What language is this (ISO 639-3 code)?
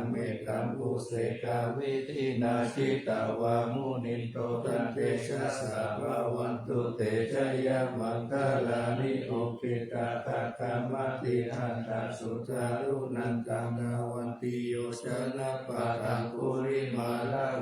pli